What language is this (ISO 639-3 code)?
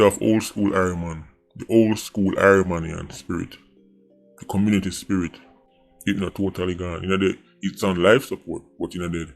jam